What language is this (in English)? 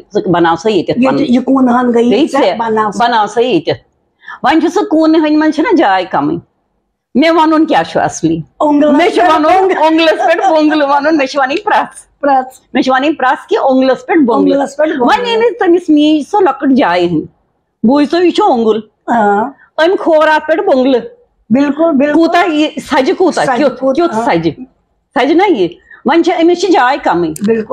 Kashmiri